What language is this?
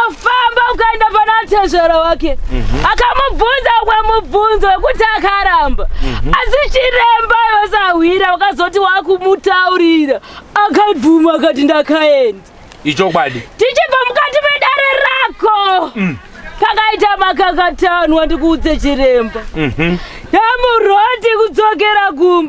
Shona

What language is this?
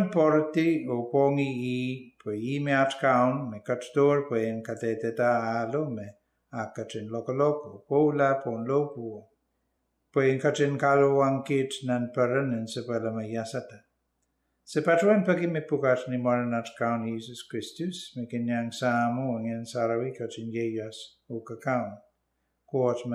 Pohnpeian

